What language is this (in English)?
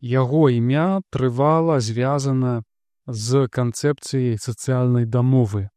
Belarusian